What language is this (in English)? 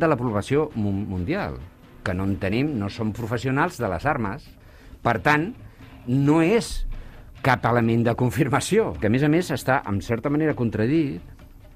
Catalan